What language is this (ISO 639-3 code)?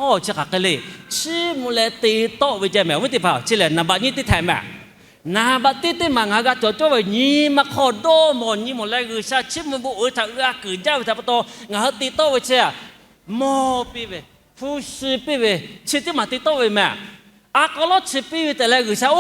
lhu